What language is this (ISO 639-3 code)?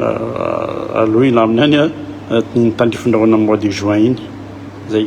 mlg